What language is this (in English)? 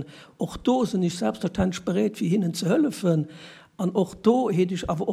Luxembourgish